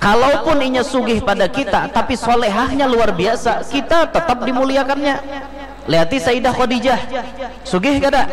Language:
Banjar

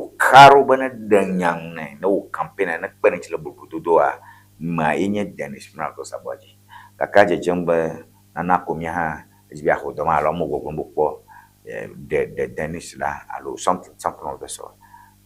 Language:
Ewe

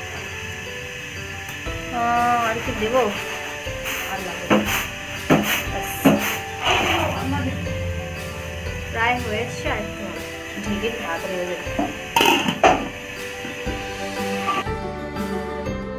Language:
Bangla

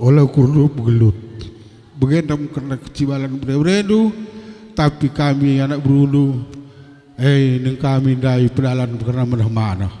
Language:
Batak Karo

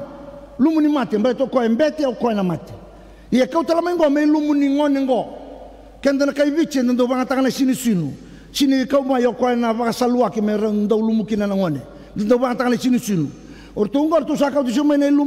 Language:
Fijian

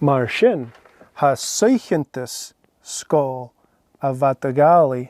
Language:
Scottish Gaelic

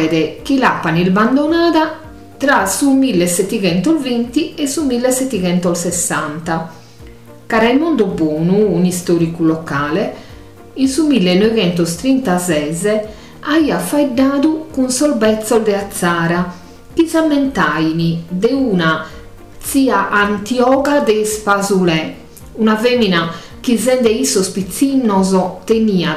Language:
Sardinian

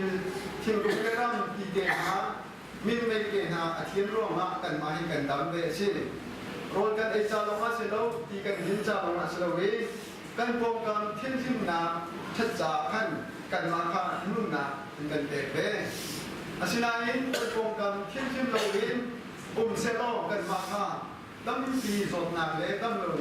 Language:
Hakha Chin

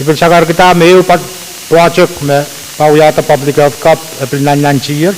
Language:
Pohnpeian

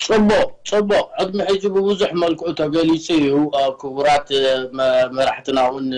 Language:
Tigrinya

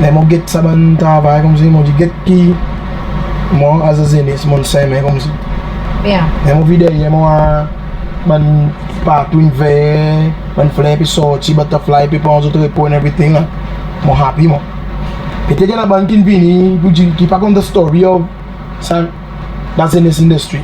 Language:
Seselwa Creole French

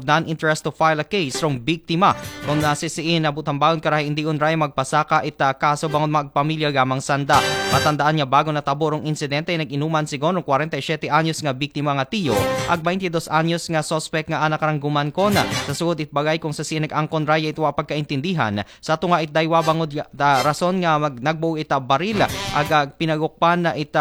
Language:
Aklanon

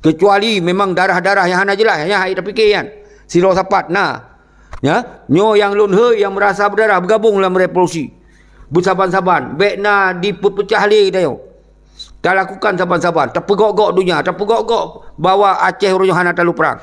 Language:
Achinese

